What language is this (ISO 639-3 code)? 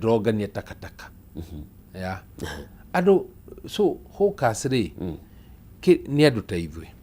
kik